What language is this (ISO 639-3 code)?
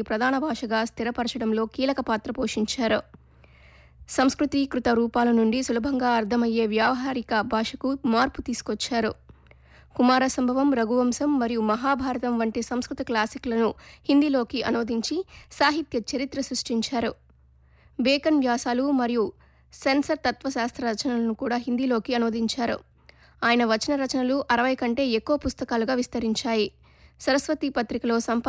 tel